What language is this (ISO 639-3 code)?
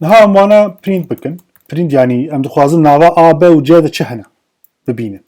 kur